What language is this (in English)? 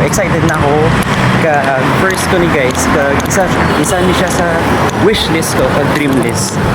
Hiligaynon